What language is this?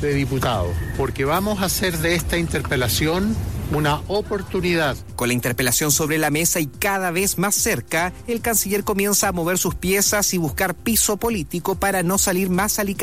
Spanish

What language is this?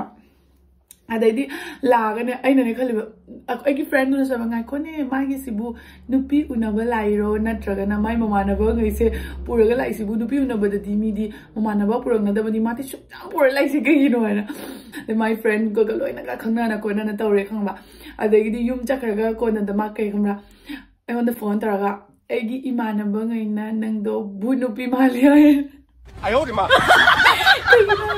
Manipuri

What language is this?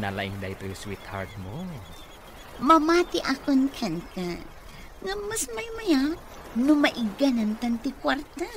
Iloko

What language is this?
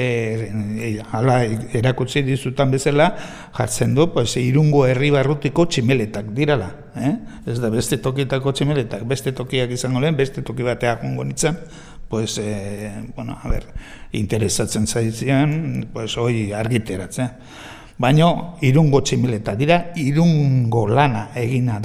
Basque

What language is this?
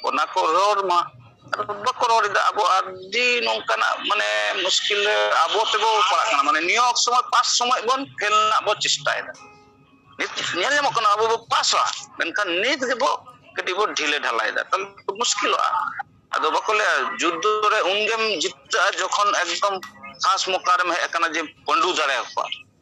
Santali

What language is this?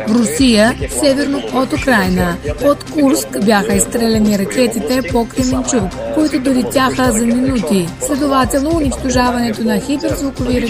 Bulgarian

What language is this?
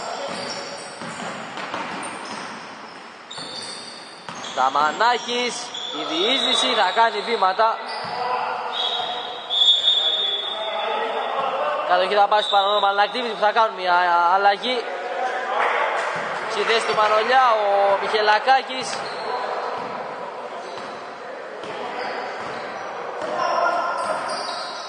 Greek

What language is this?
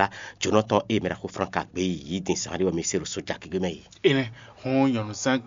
Fon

